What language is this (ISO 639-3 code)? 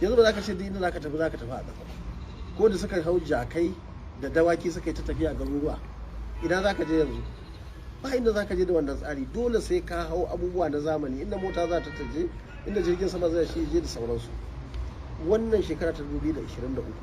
hau